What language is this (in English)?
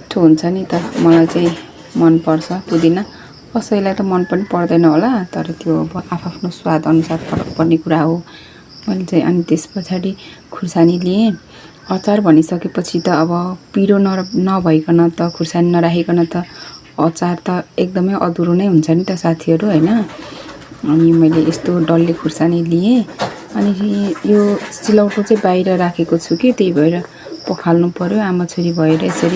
Nepali